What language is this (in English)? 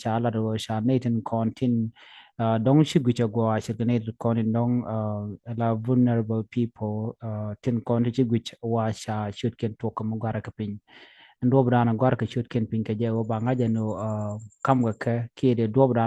Nuer